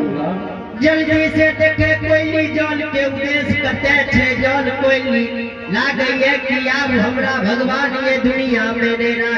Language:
Angika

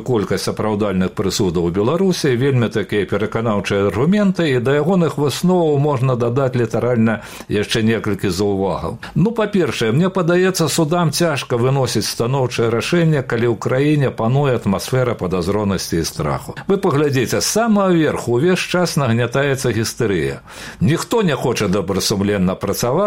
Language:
Belarusian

